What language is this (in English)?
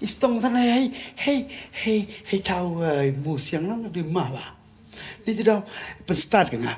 Khasi